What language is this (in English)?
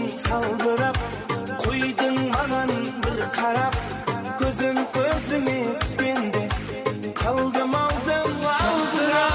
Kara-Kalpak